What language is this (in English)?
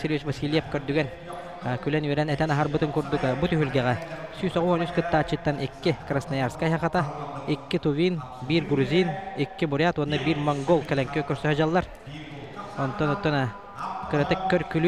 Yakut